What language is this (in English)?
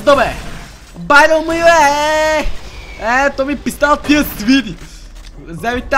Bulgarian